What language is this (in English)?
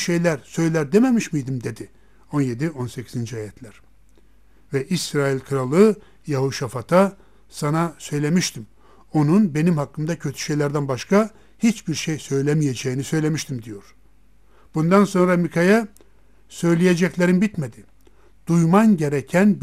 Turkish